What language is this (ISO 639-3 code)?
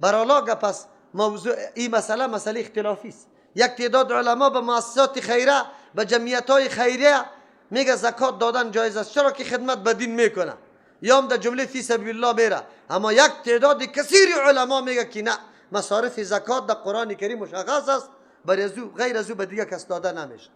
fas